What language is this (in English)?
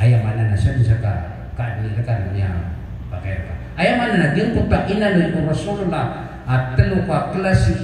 Maranao